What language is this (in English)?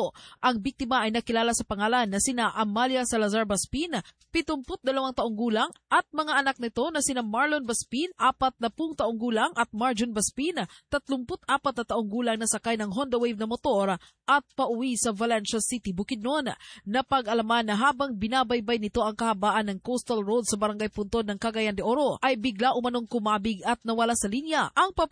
Filipino